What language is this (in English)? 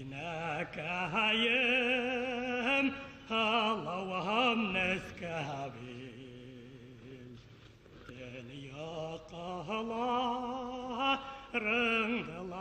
Bashkir